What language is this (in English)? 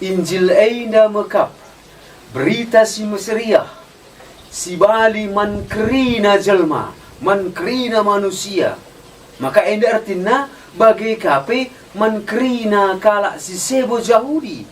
Batak Karo